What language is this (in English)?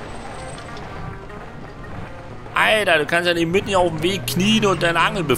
German